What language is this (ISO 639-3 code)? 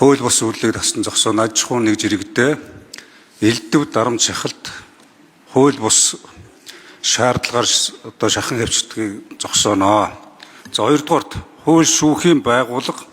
mon